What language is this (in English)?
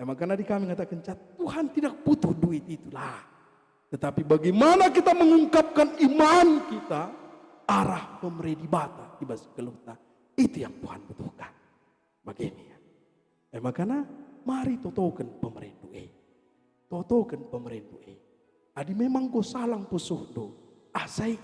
Batak Karo